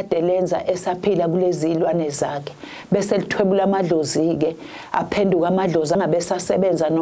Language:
Zulu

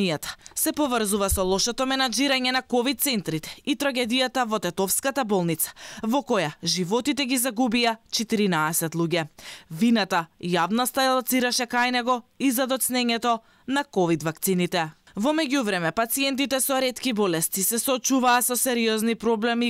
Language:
Macedonian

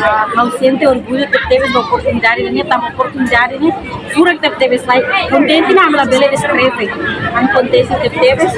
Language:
Tetum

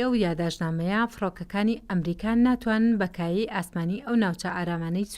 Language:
Central Kurdish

